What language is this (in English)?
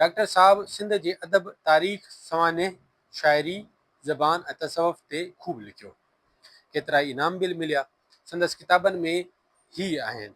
Sindhi